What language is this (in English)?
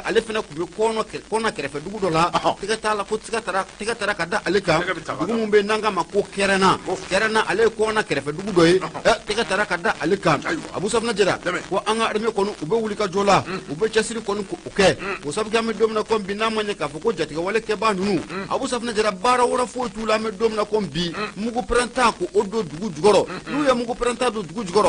Bambara